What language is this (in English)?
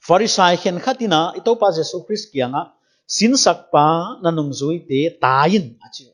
Paite Chin